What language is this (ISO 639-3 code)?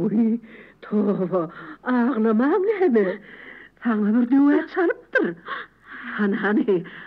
tuk